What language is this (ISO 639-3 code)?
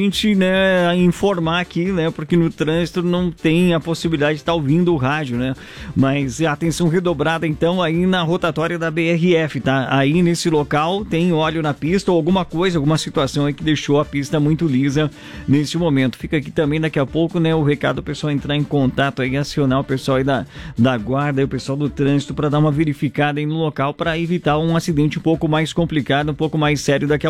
por